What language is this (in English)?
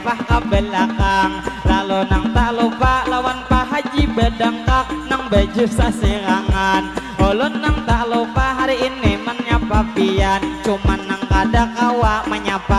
Banjar